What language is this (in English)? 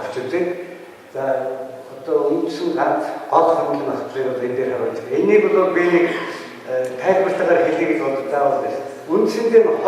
Mongolian